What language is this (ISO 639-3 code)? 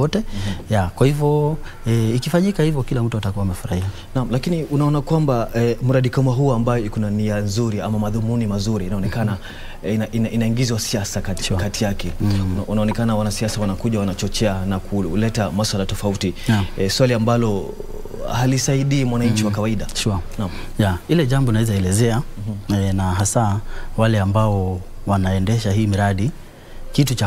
swa